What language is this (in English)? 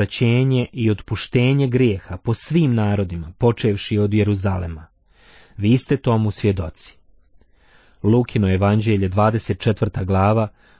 Bosnian